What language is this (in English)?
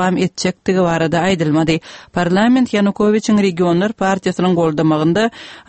Kyrgyz